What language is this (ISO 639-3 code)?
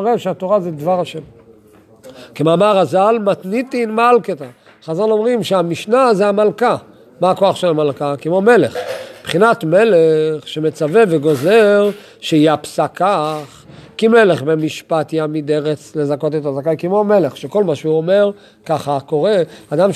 heb